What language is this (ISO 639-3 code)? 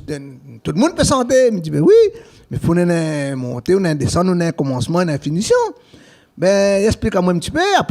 rcf